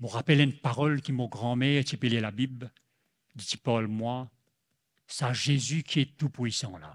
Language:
Morisyen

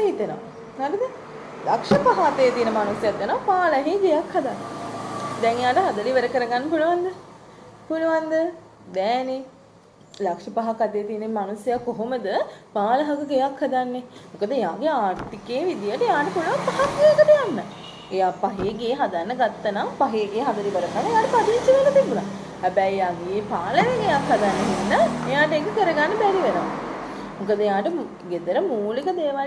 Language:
Sinhala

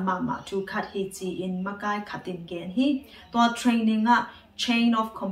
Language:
Tedim Chin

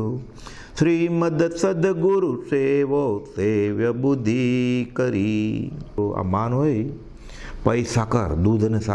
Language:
Gujarati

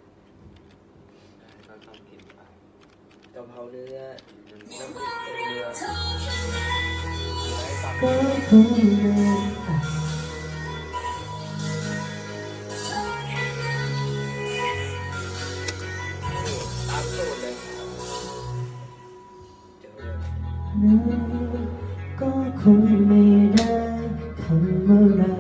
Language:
Thai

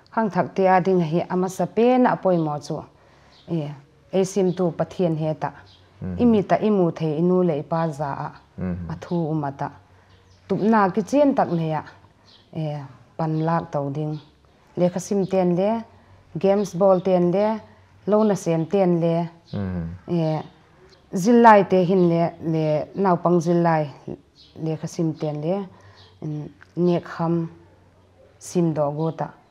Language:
Paite Chin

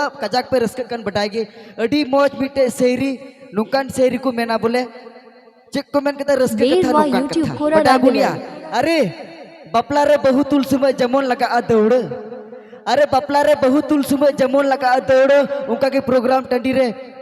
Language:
Santali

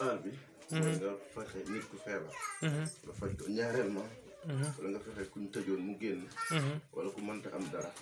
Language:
Wolof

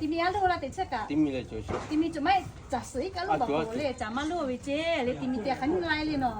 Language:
Lahu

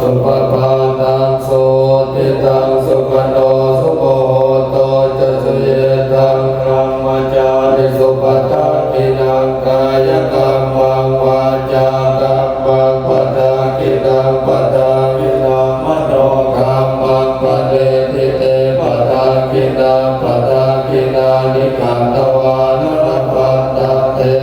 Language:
Pali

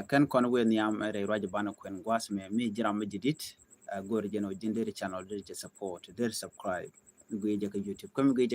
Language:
Nuer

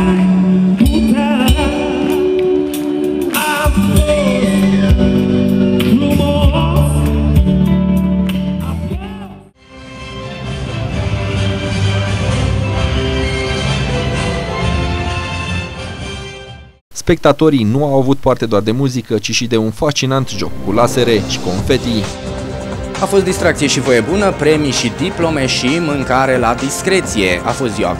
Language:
Romanian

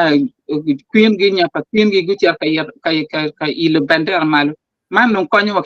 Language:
Acoli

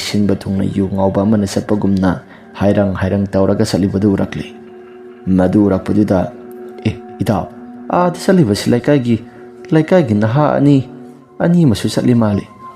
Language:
Manipuri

